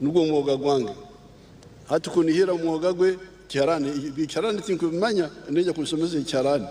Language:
Nyankole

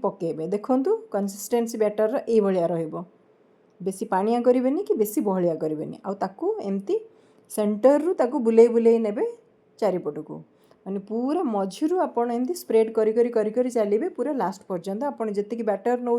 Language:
Odia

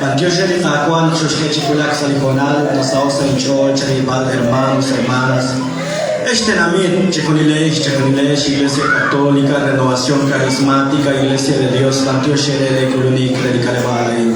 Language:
Kekchí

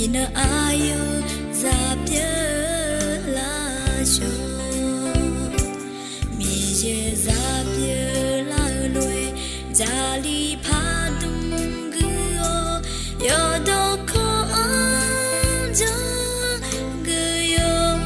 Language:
Akha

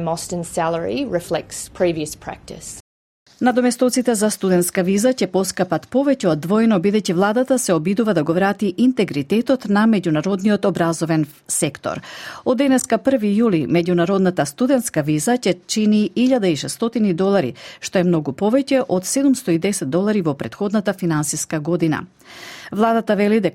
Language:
Macedonian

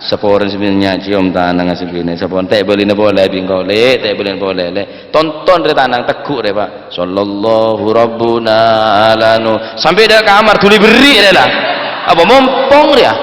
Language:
Madurese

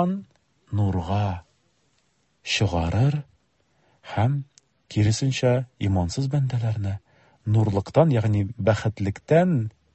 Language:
Tatar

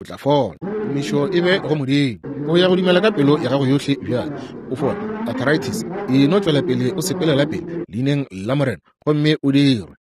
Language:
Northern Sotho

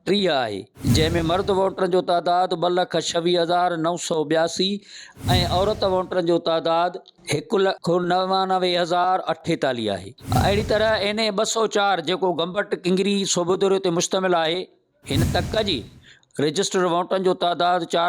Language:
Sindhi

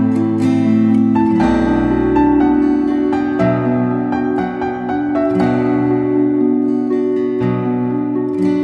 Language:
Bosnian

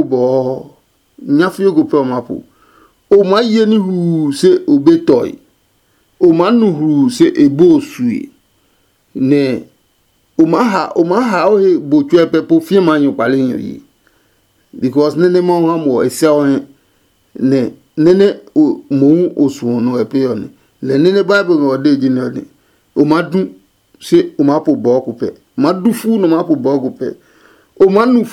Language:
Adangme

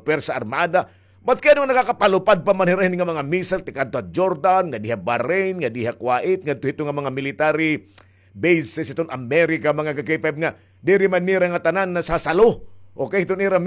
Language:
Waray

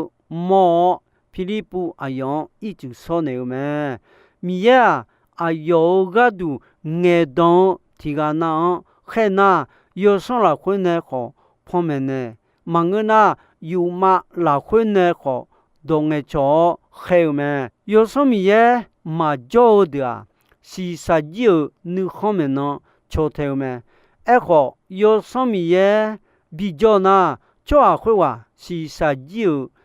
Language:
Akha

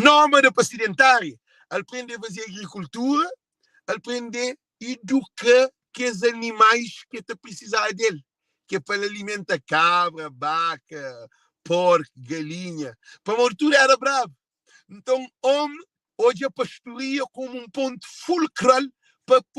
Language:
Kabuverdianu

